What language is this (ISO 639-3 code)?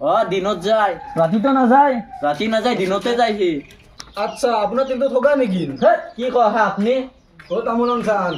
asm